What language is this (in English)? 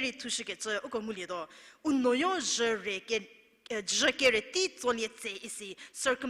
Angami Naga